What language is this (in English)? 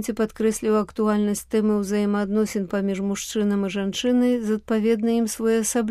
Belarusian